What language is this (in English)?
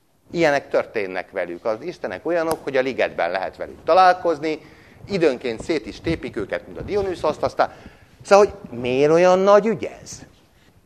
Hungarian